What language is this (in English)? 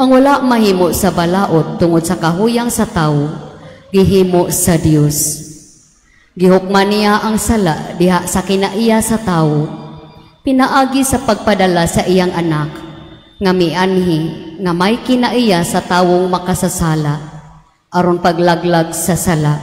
Cebuano